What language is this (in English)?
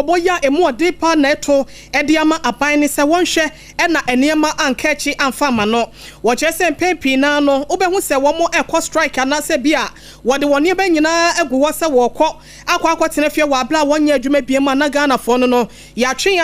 Akan